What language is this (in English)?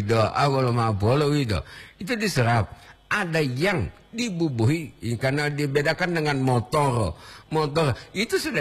Gorontalo